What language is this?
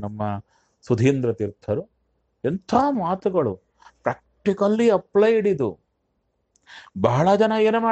Kannada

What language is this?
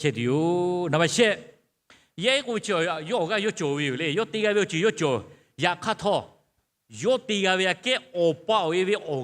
Lahu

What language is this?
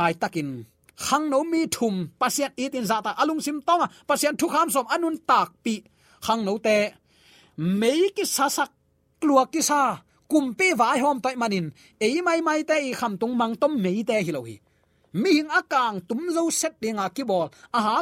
Tedim Chin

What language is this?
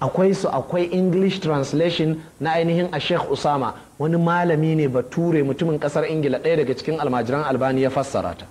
Hausa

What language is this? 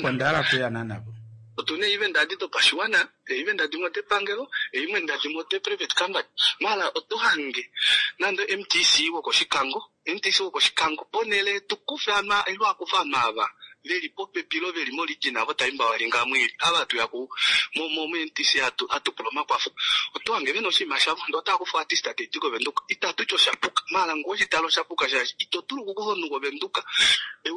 Kuanyama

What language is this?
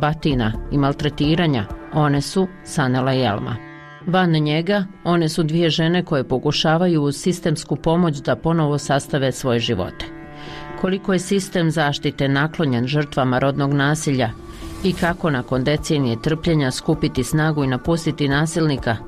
Bosnian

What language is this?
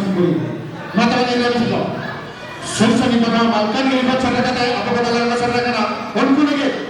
Santali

